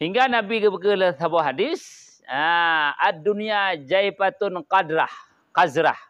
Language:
Achinese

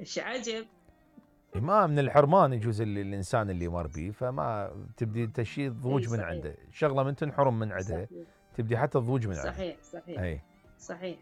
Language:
Mesopotamian Arabic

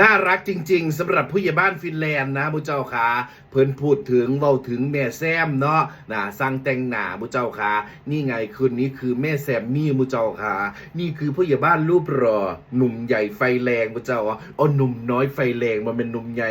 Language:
Northeastern Thai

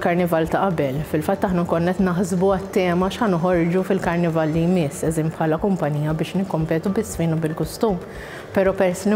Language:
Maltese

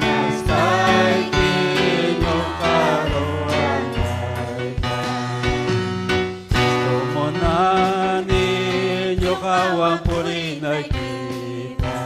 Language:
Ayacucho Quechua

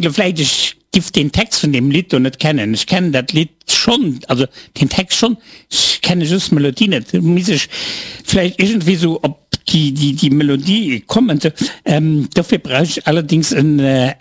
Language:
Luxembourgish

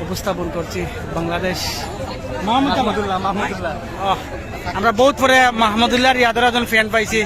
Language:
Sylheti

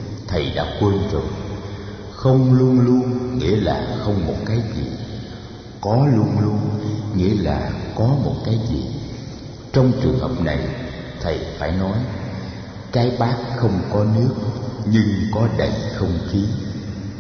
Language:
Vietnamese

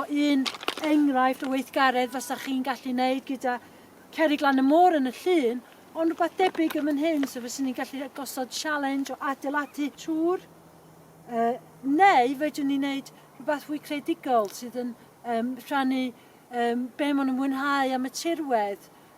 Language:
Welsh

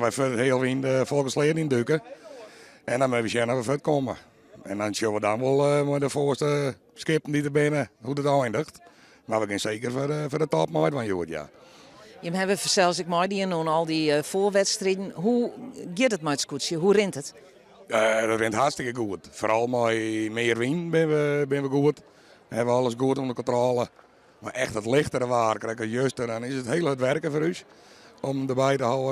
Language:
Western Frisian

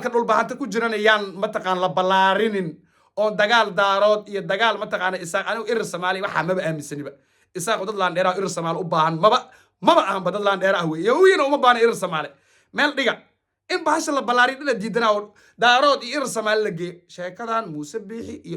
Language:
Somali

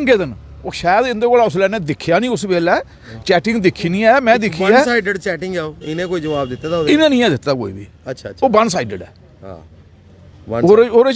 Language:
Dogri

